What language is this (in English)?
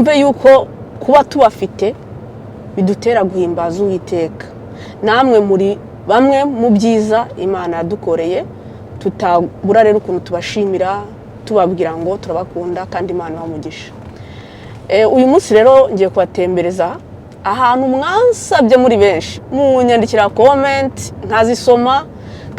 Kinyarwanda